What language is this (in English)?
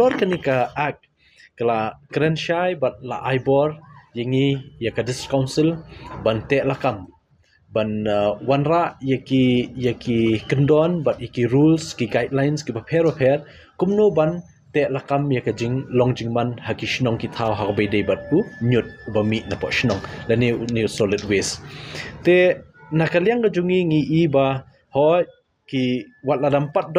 Khasi